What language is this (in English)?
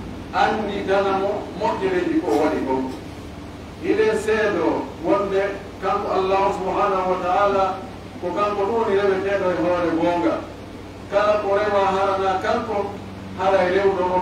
Pular